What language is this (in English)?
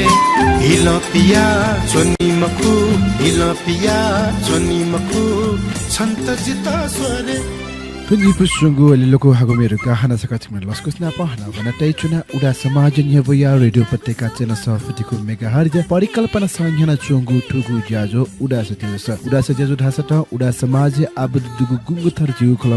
Newari